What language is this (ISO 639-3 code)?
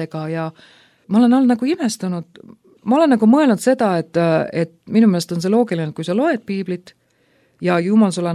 est